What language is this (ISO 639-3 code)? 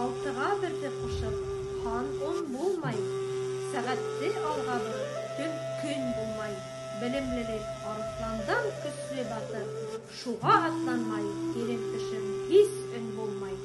bak